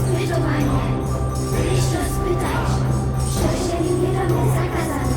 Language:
Upper Sorbian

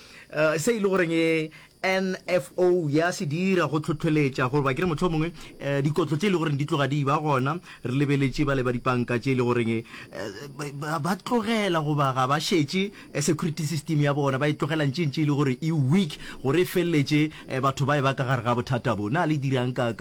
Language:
Northern Sotho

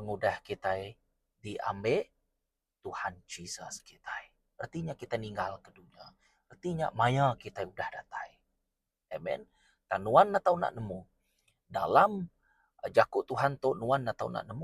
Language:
Iban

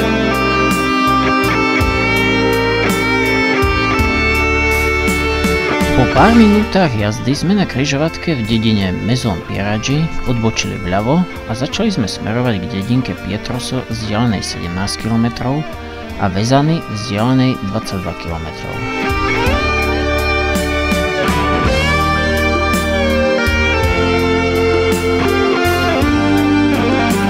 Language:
Slovak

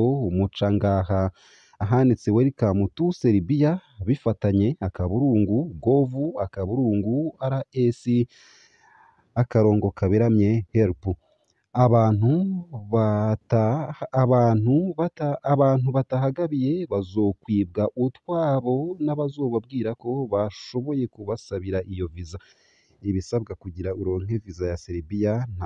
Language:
Rundi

